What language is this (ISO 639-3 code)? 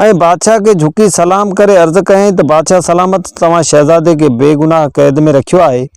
snd